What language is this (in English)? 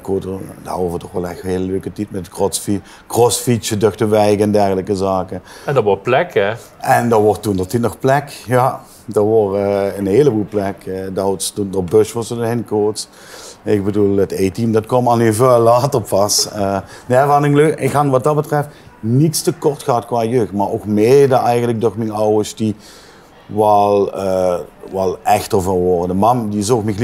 Limburgish